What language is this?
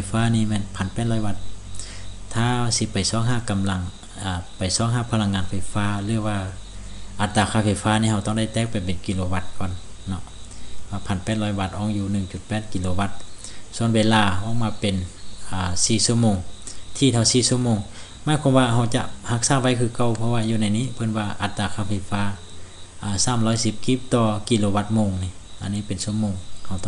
Lao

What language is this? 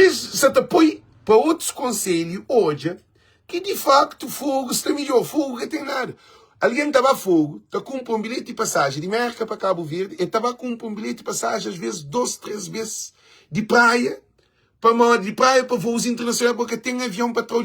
Kabuverdianu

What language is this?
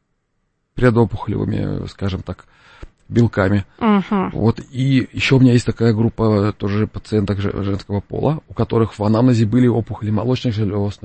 Russian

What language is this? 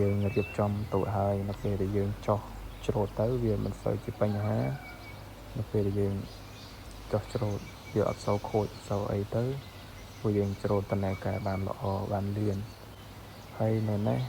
Khmer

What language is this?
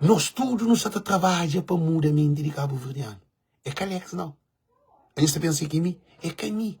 Kabuverdianu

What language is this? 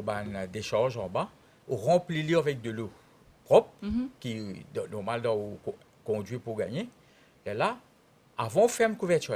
Morisyen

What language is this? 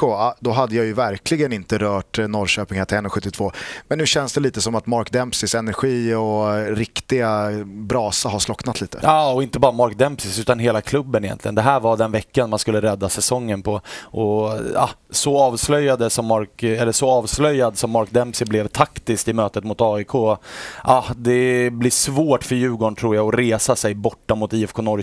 Swedish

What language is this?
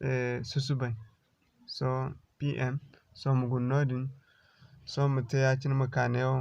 Zarma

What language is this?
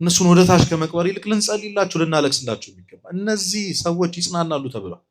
Amharic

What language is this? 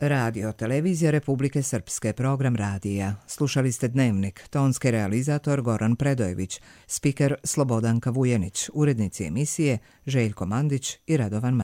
Croatian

